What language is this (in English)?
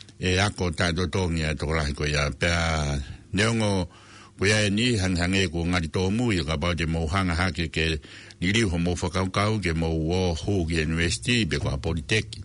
Tongan